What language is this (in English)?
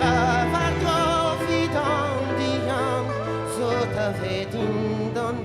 Breton